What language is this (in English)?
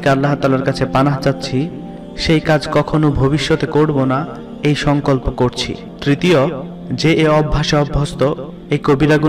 Bangla